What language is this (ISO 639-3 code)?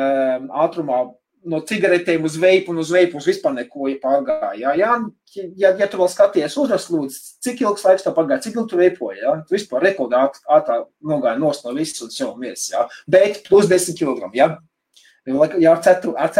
lav